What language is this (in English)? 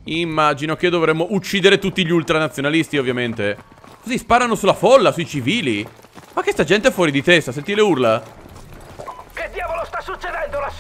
Italian